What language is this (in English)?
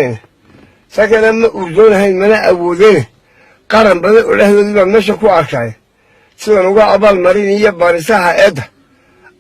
Somali